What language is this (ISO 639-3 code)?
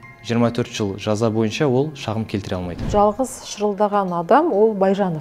kaz